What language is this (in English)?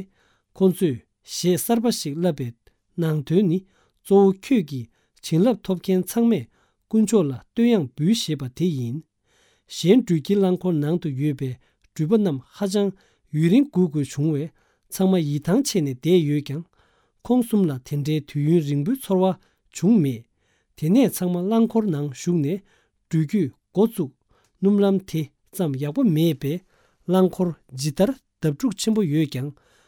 Tibetan